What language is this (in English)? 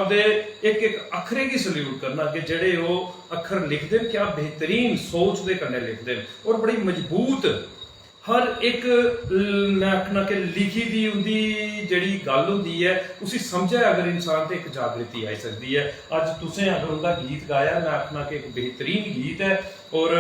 Dogri